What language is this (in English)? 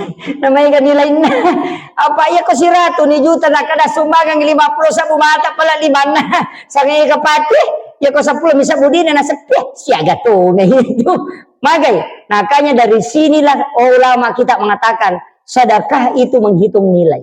Buginese